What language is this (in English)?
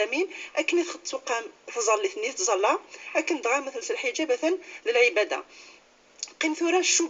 Kabyle